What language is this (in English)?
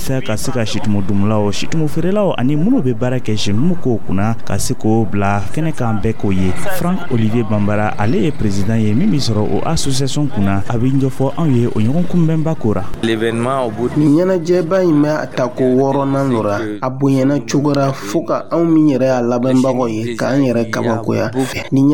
Dyula